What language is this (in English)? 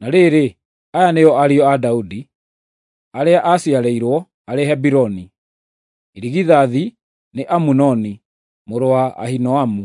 Kikuyu